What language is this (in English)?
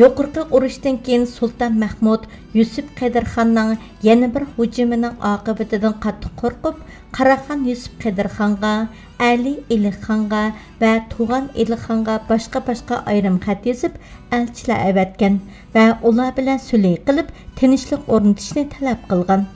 Uyghur